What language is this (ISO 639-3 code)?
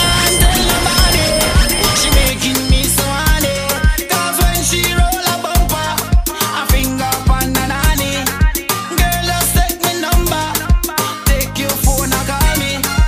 eng